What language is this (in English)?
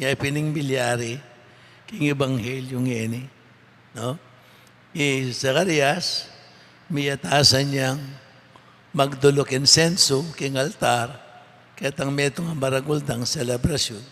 Pampanga